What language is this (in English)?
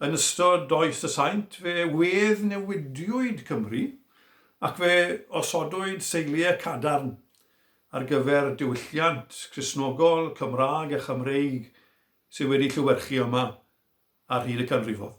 Welsh